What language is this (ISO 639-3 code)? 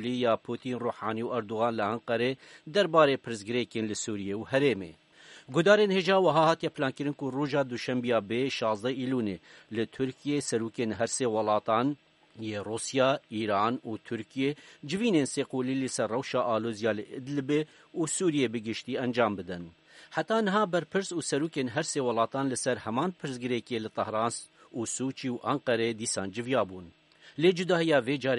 kur